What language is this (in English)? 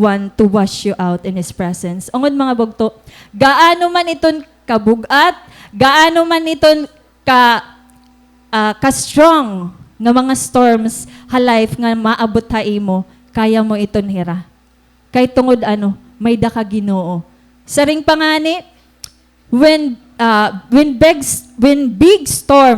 Waray